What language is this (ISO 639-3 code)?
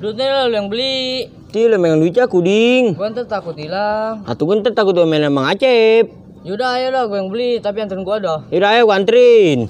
bew